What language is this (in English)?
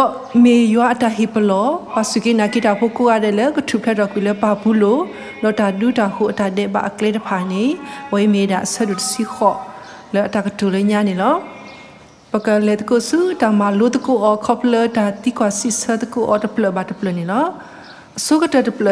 S'gaw Karen